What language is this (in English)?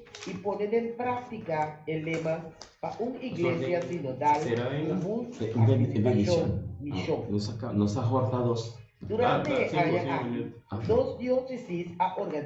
Papiamento